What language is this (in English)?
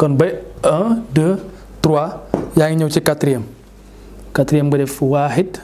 Wolof